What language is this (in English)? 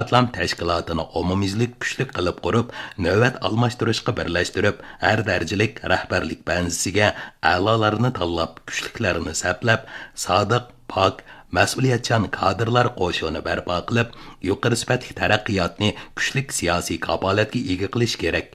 Uyghur